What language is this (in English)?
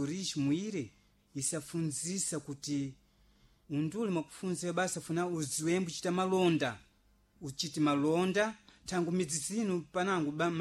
Sena